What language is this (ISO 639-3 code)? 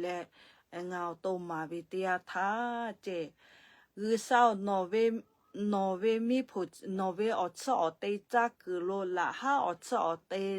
lhu